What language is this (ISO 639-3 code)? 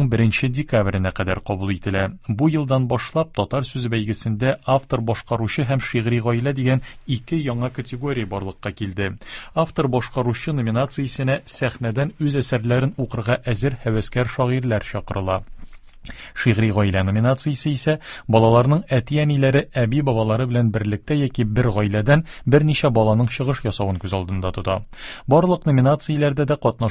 tat